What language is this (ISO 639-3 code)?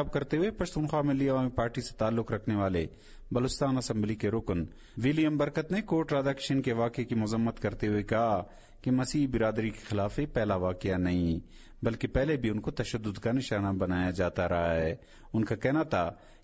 urd